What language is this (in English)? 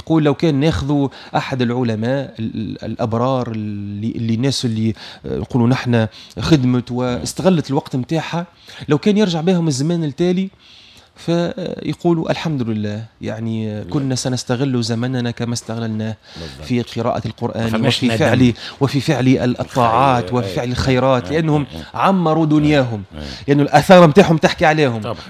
Tunisian Arabic